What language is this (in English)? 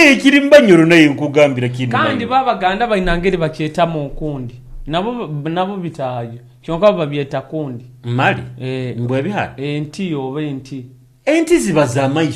Nyoro